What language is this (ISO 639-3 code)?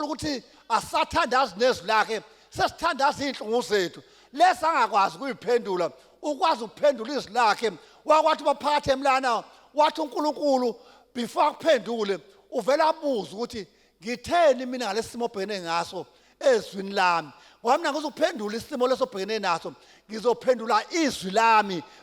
zul